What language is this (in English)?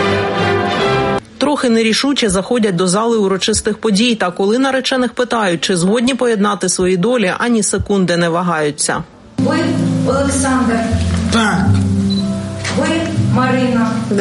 Ukrainian